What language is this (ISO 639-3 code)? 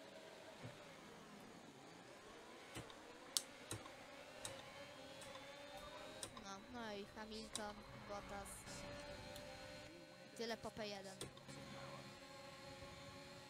pol